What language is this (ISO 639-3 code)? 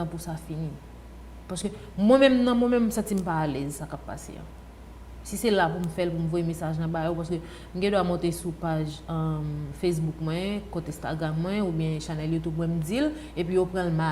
hat